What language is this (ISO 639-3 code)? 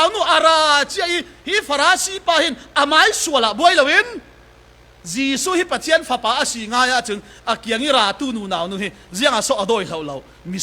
cfm